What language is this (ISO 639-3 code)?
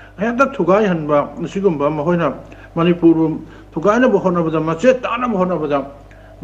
mni